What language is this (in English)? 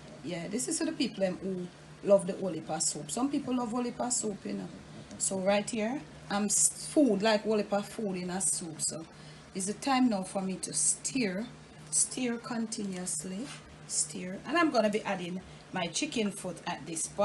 Jamaican Creole English